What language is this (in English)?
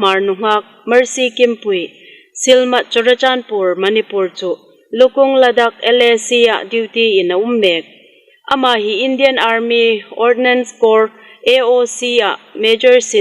Hmar